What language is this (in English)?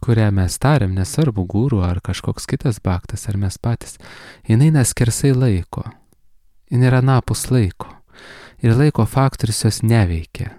Lithuanian